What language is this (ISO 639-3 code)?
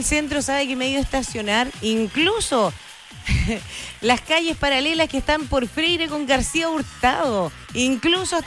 spa